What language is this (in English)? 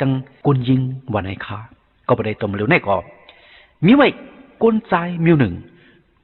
Shan